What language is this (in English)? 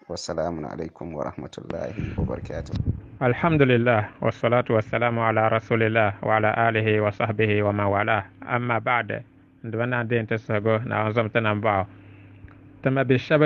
Dagbani